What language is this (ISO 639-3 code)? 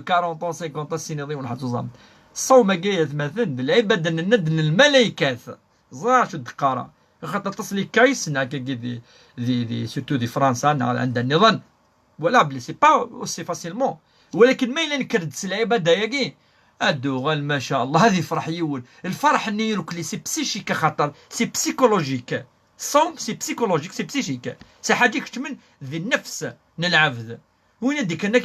kab